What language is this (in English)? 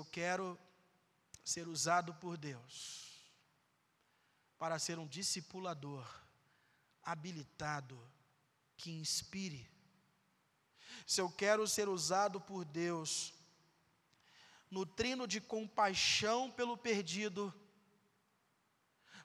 Portuguese